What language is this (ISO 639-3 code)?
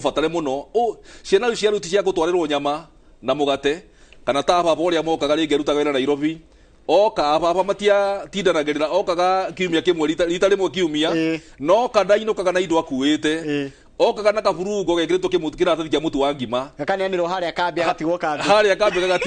kik